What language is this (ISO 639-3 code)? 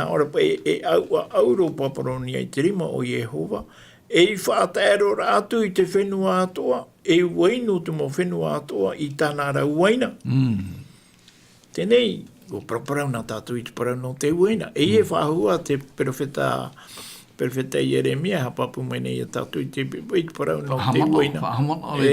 tah